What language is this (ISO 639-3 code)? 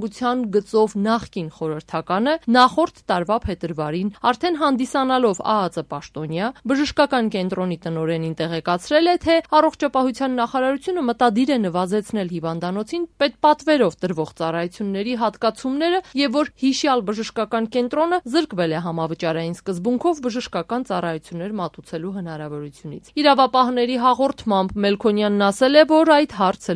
hye